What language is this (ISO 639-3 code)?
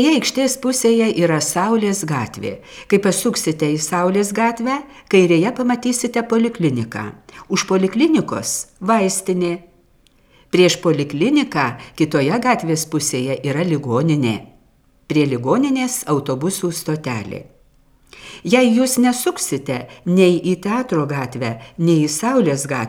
lit